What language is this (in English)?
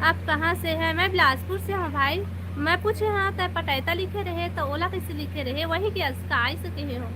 Chhattisgarhi